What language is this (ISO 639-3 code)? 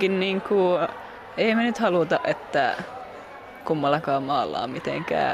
fin